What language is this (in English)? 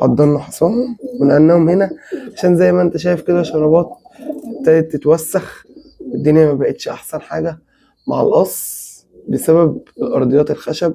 Egyptian Arabic